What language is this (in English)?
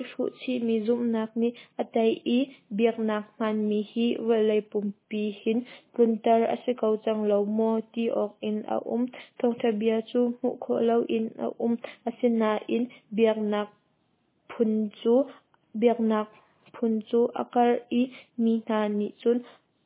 Hakha Chin